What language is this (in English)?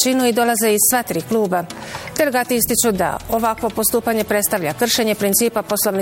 Bosnian